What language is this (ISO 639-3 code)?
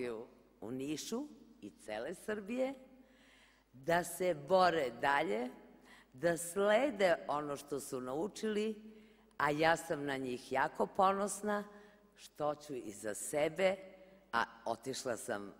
srp